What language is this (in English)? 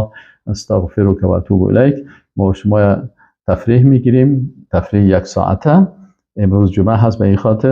Persian